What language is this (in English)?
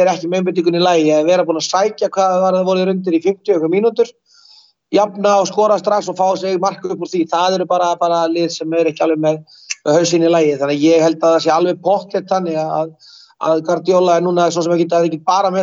Icelandic